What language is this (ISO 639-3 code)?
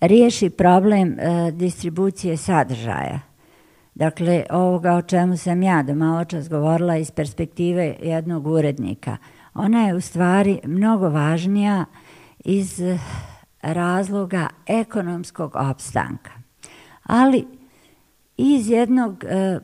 bos